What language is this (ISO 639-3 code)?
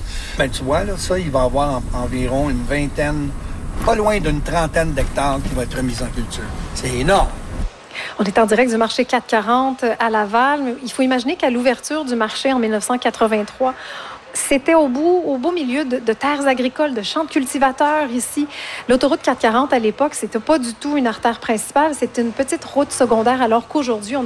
fra